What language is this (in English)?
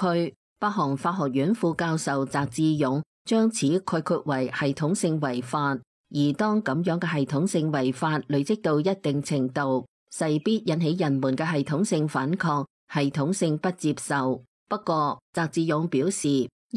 Cantonese